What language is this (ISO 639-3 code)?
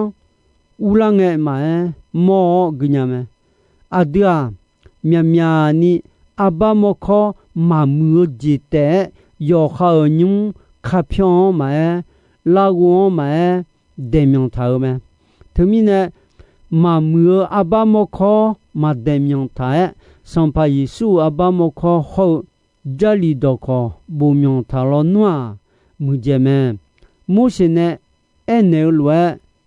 ahk